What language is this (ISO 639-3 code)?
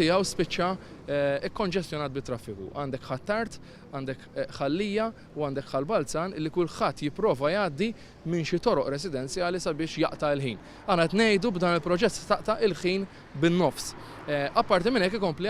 mlt